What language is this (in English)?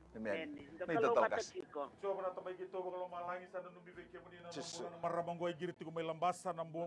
Fijian